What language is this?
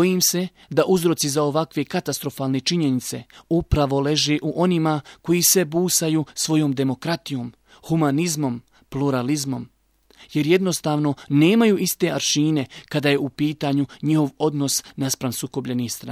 Bosnian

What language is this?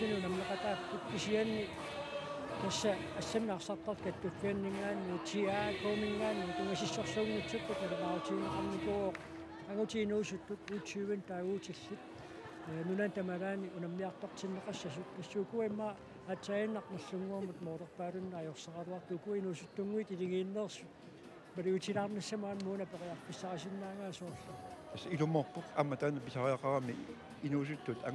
Kalaallisut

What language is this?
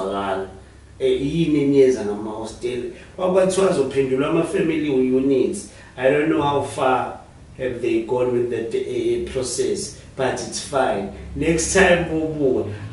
Zulu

